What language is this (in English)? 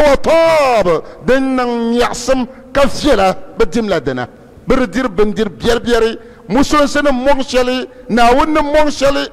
Dagbani